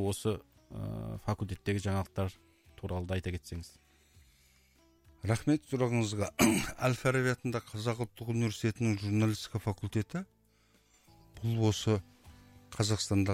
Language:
Kazakh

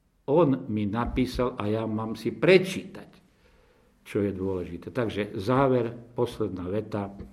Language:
Slovak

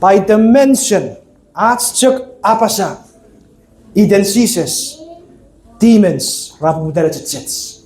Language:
Chuukese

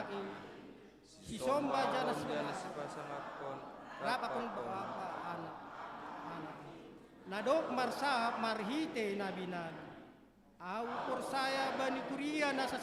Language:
Batak Simalungun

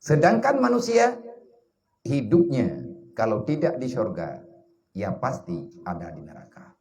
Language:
Achinese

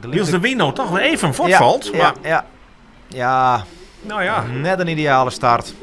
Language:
Western Frisian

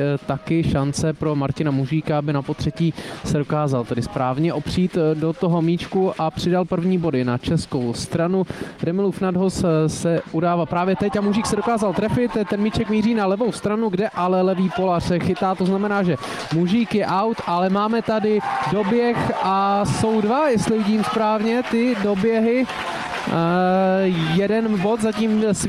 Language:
Czech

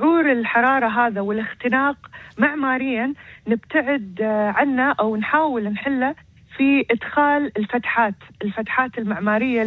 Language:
Arabic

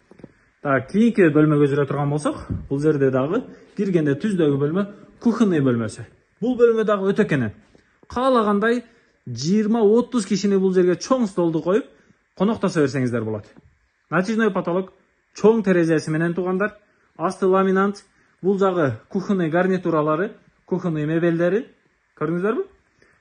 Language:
Kyrgyz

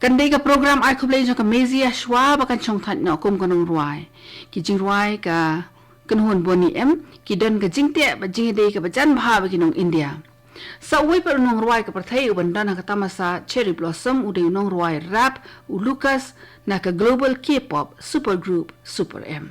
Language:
Khasi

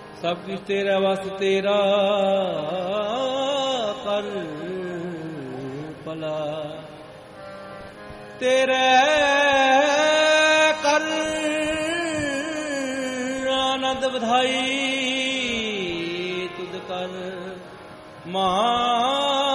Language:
Punjabi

